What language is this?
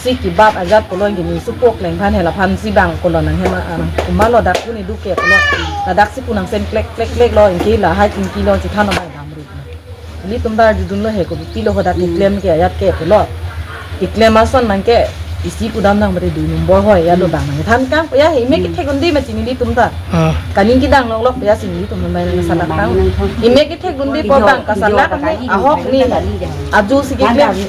Karbi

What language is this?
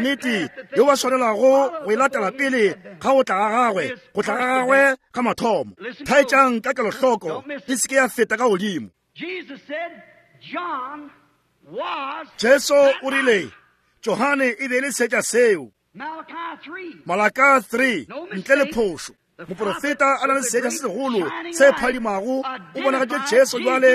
Northern Sotho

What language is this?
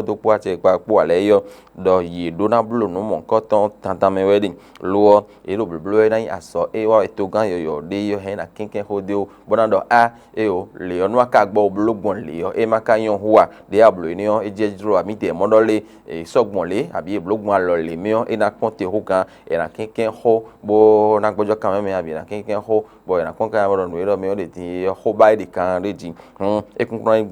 Fon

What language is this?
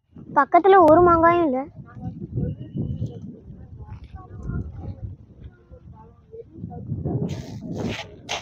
Tamil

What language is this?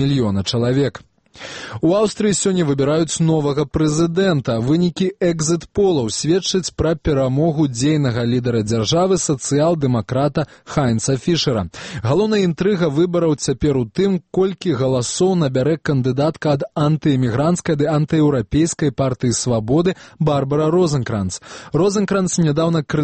Belarusian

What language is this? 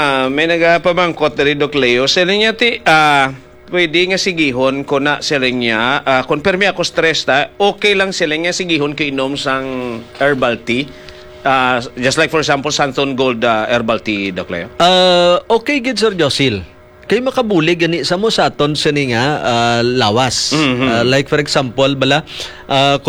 Hiligaynon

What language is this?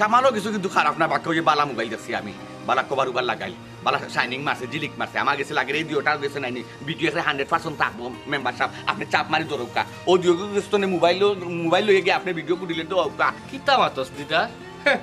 Sylheti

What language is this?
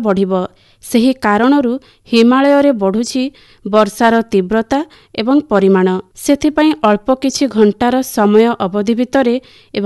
Odia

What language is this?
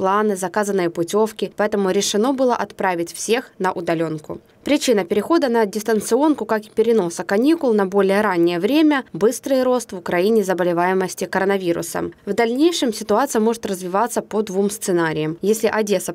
Russian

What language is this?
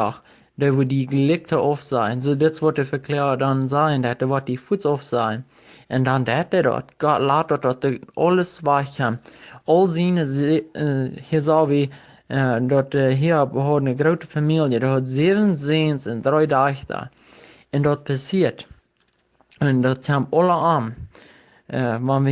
Plautdietsch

